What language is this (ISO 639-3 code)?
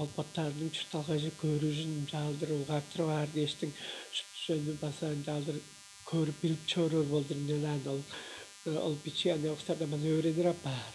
tyv